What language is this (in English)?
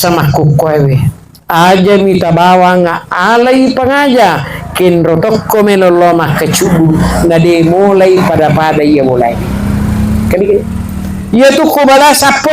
Buginese